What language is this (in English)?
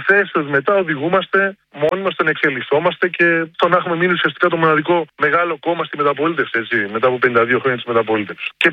Greek